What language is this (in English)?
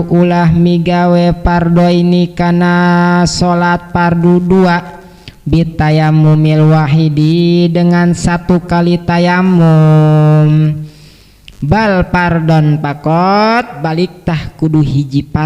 Sundanese